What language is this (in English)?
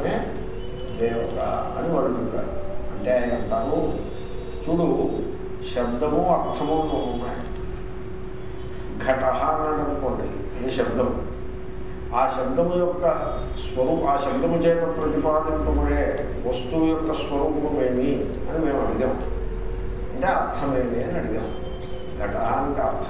Telugu